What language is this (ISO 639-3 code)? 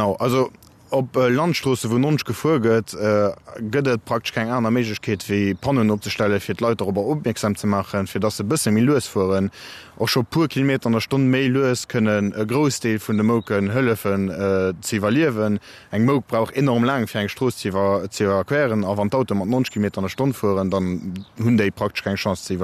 ltz